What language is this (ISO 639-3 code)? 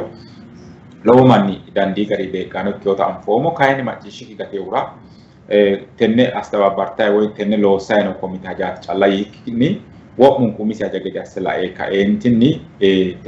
sid